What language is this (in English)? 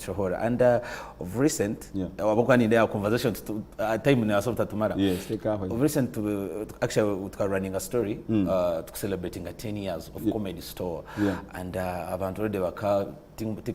Nyankole